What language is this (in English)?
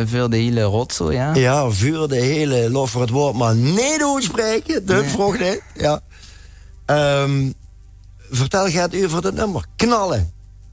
Limburgish